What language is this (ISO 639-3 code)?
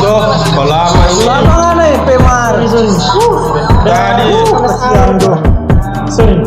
xmm